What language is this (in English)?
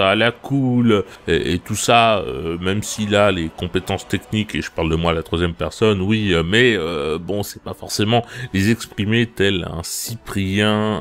French